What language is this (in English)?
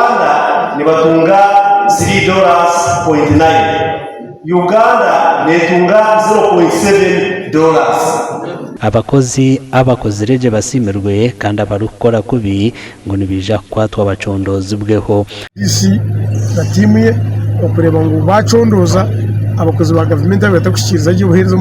Nyankole